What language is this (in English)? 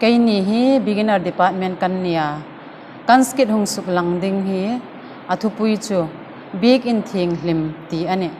Hmar